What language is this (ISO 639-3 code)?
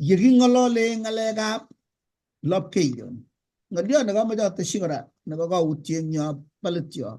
kln